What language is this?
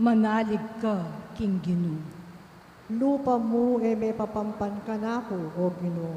Pampanga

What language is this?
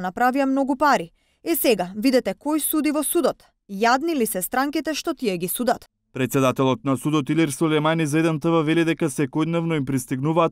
Macedonian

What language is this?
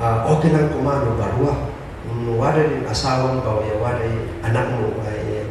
Kankanaey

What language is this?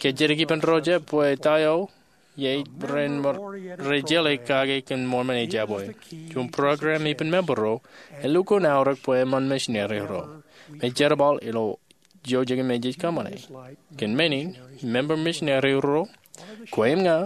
Marshallese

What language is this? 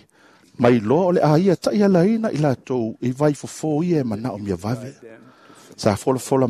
Samoan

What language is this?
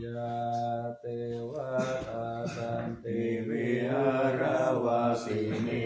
Pali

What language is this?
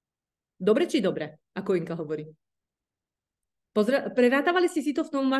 Slovak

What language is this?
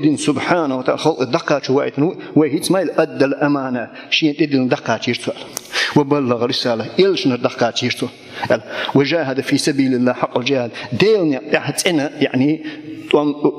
Chechen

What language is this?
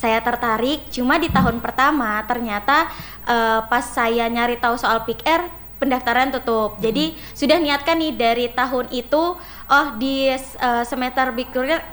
Indonesian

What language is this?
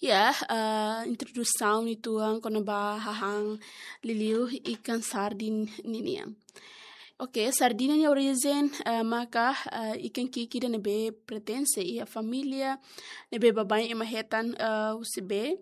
Tetum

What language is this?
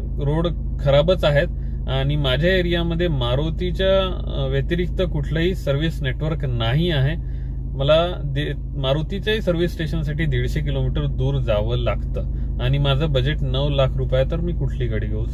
Marathi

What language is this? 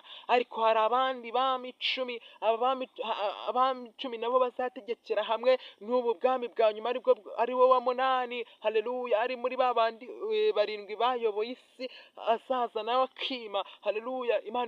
Kinyarwanda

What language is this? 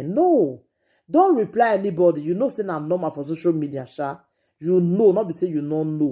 Nigerian Pidgin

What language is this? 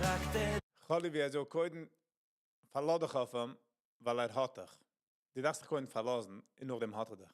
Yiddish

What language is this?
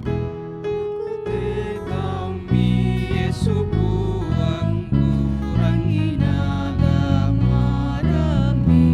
Toraja-Sa'dan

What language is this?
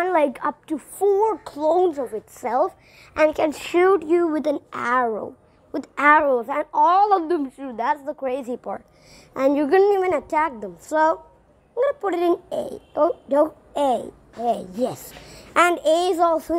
English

